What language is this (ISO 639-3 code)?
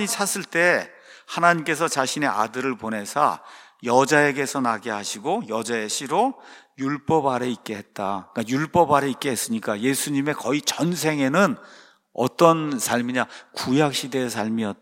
kor